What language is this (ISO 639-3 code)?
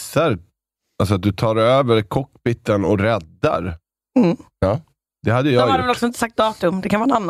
swe